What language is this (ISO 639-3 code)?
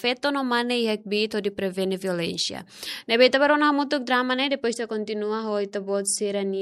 tet